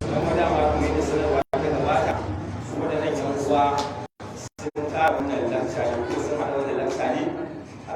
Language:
Hausa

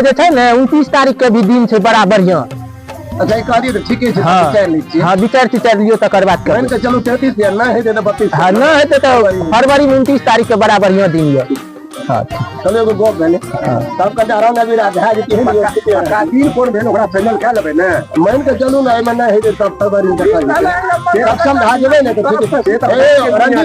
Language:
Maithili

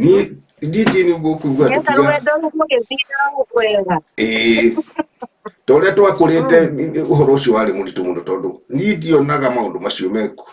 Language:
Kikuyu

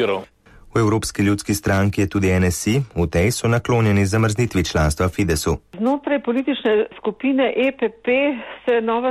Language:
Slovenian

